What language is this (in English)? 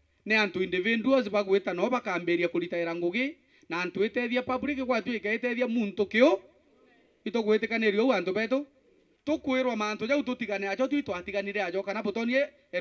Meru